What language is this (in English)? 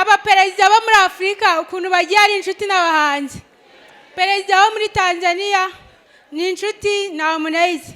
Kinyarwanda